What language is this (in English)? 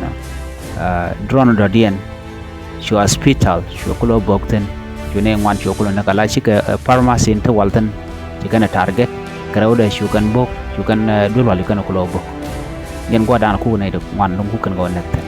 Nuer